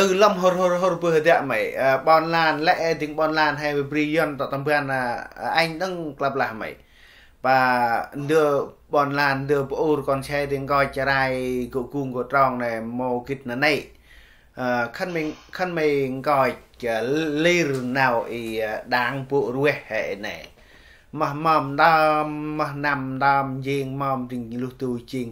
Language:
Central Mnong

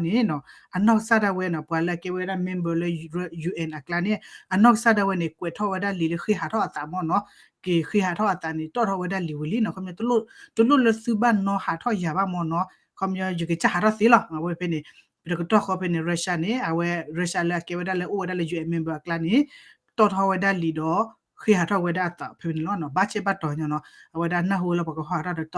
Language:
S'gaw Karen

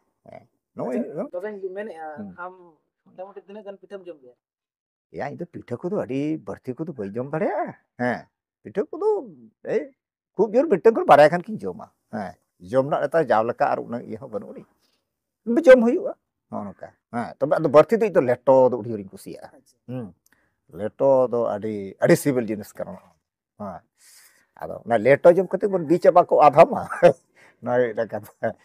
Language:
Santali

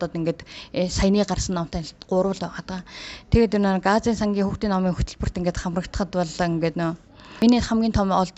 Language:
Mongolian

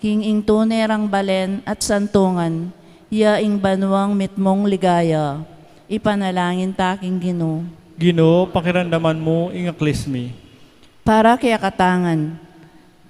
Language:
Pampanga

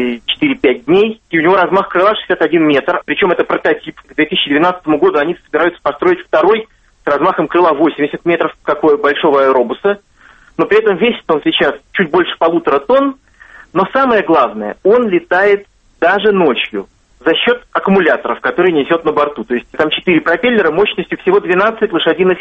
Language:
Russian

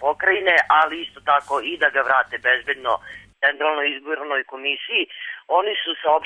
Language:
Serbian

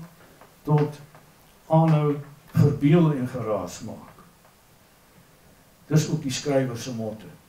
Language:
Afrikaans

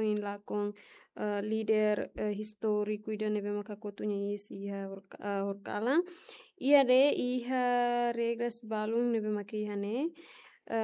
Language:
Tetum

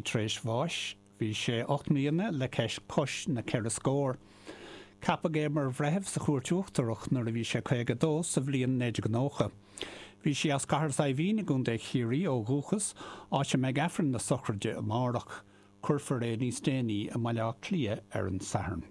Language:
Irish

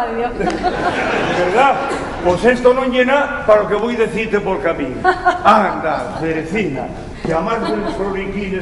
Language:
Asturian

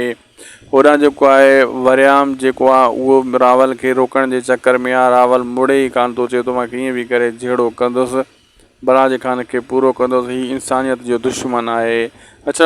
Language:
Sindhi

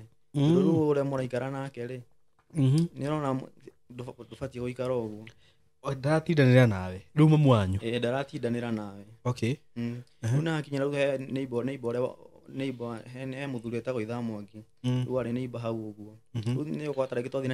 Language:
Kikuyu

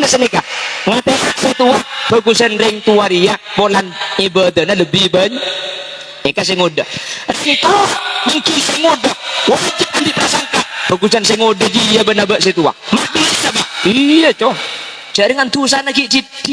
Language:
Madurese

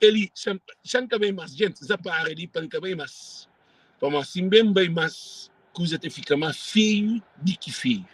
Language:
Kabuverdianu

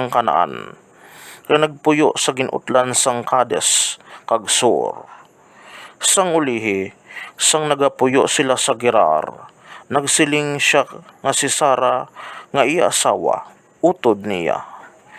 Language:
Hiligaynon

